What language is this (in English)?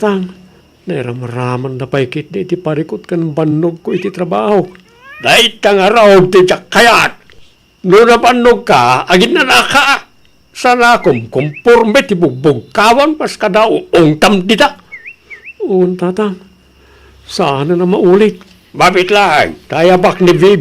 Iloko